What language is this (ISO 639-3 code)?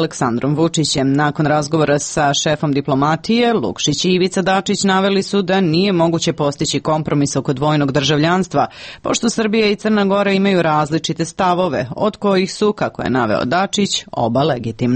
srp